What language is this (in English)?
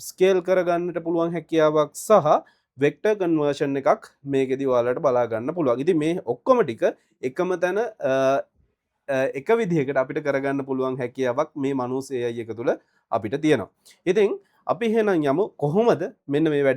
Sinhala